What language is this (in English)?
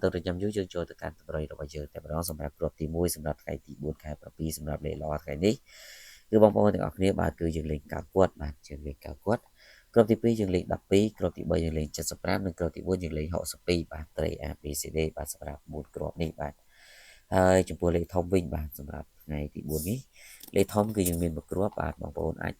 Khmer